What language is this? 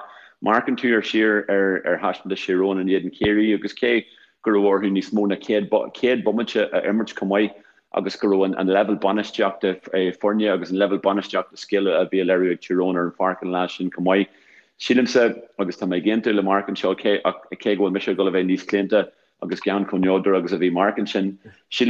Irish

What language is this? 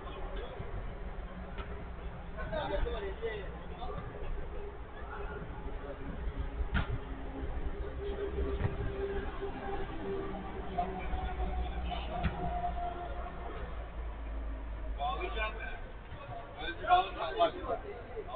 Turkish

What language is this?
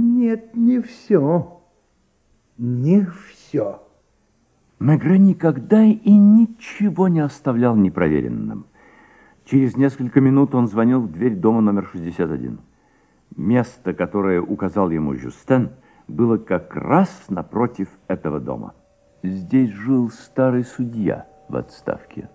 Russian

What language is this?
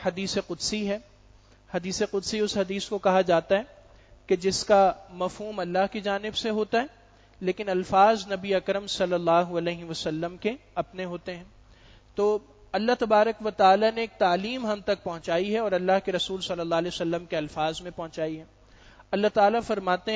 Urdu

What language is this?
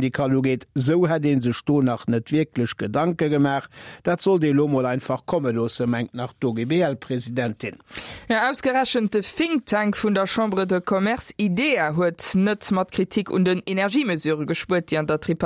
Luxembourgish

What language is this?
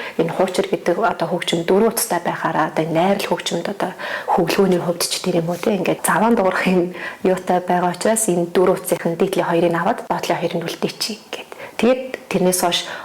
Mongolian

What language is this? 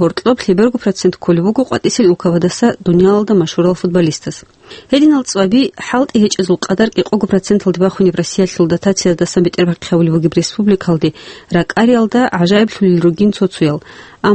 Avaric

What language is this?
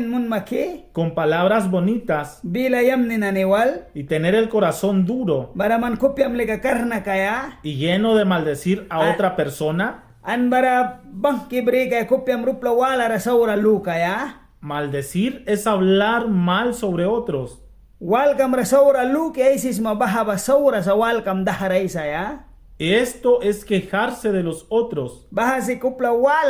Mískito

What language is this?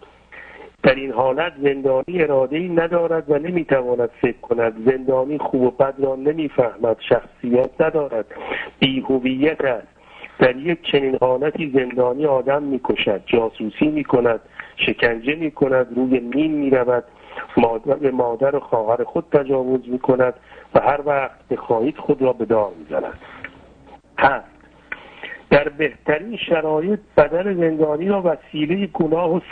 Persian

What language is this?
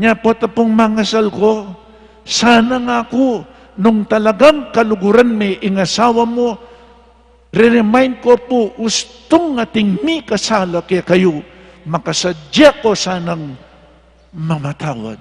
Pampanga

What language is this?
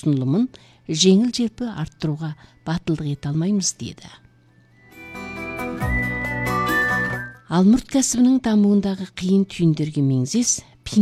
Kazakh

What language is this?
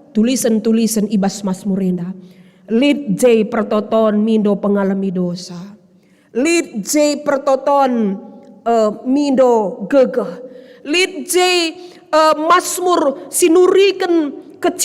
Batak Karo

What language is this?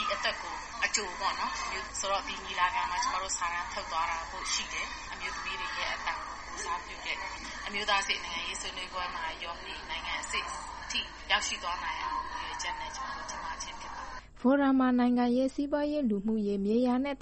Burmese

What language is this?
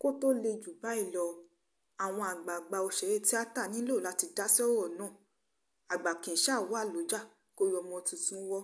Yoruba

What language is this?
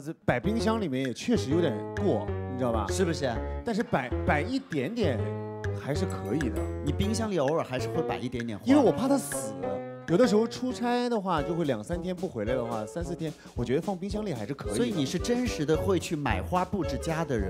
Chinese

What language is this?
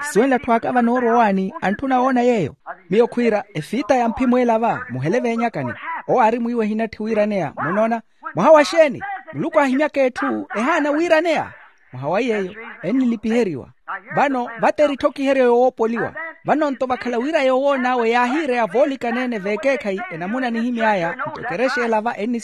Makhuwa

